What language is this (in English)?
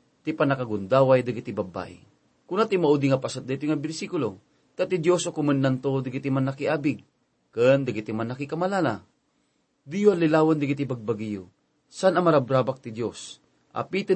Iloko